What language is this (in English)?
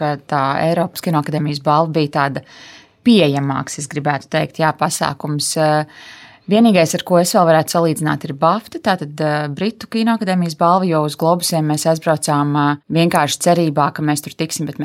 Latvian